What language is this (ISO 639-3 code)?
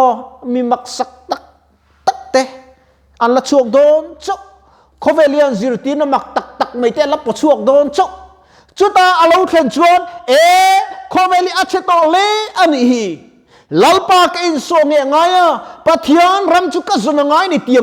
lus